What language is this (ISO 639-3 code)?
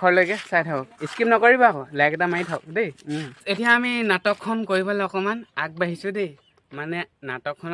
asm